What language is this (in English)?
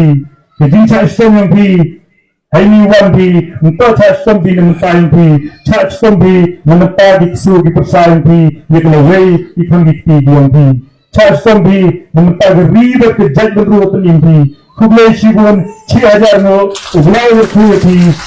Khasi